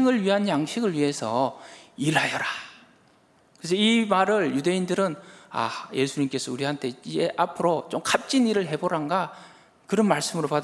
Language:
Korean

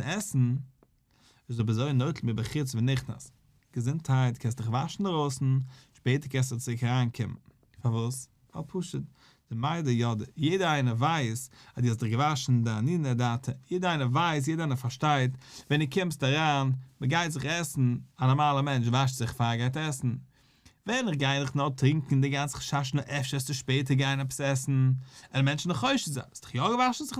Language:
Yiddish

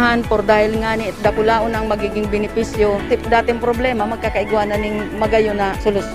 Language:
Bikol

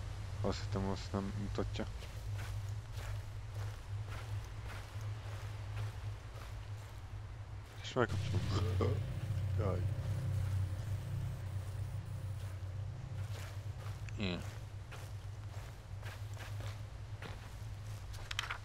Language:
Hungarian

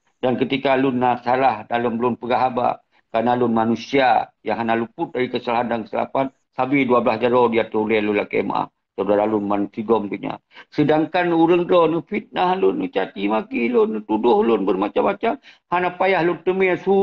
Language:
Achinese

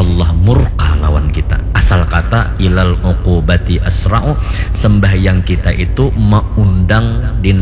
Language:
Banjar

